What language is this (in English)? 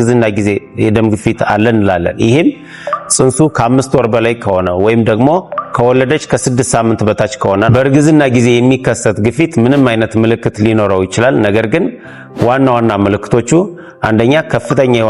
Amharic